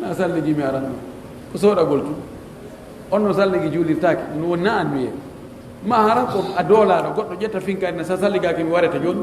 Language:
Pular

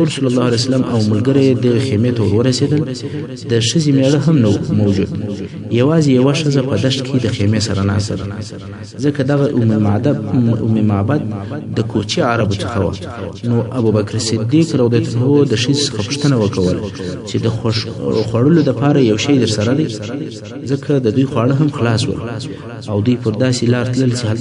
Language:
Pashto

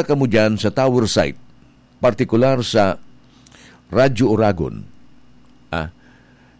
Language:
Bikol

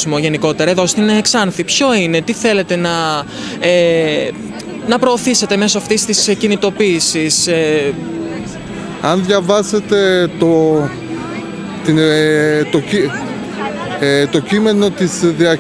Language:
Greek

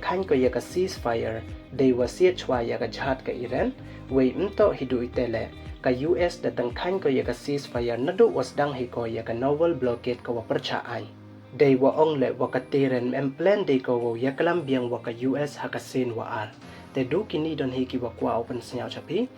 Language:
Pnar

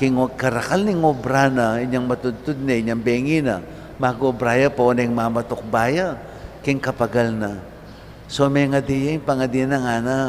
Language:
Pampanga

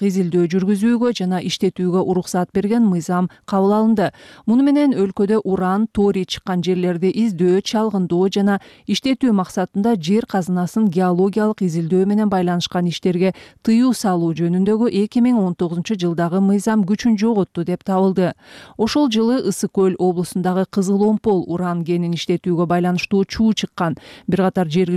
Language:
Kyrgyz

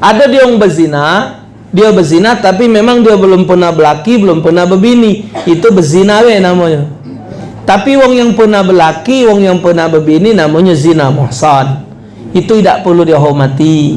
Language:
Musi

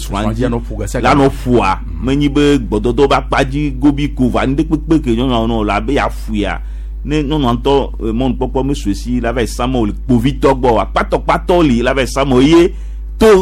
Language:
Gen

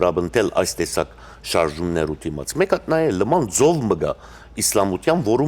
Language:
Western Armenian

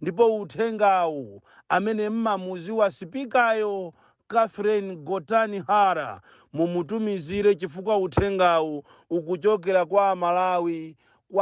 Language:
Nyanja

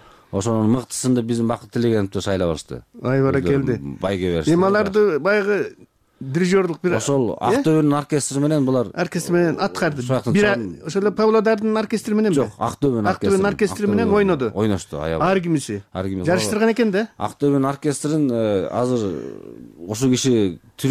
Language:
Kyrgyz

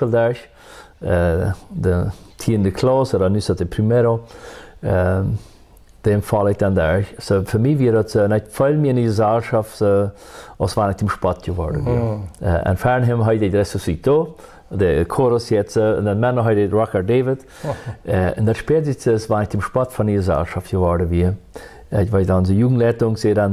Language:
Plautdietsch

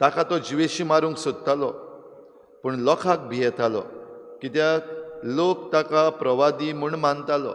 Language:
Konkani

